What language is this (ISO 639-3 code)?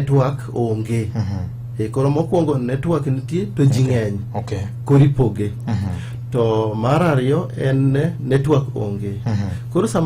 luo